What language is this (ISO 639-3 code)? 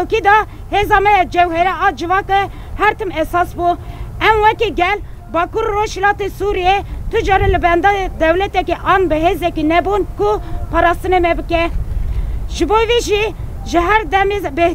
kur